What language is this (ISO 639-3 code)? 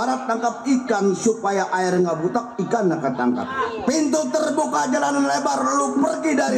bew